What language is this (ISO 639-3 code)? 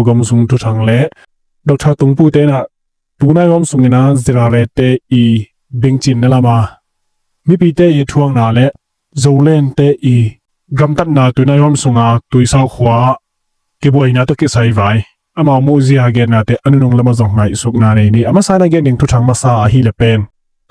ctd